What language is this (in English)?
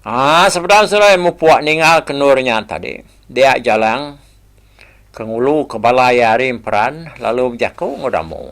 Iban